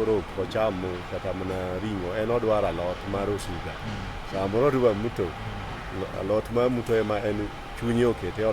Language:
Luo (Kenya and Tanzania)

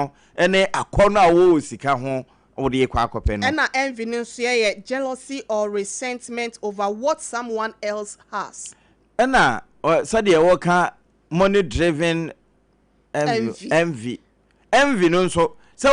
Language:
Akan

